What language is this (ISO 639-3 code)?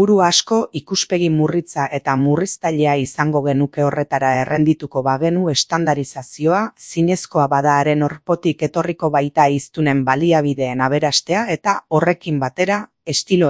eus